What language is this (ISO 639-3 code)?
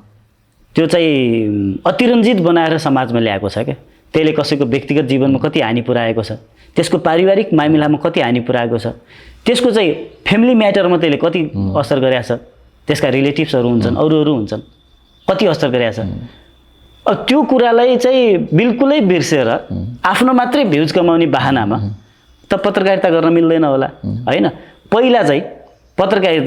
nep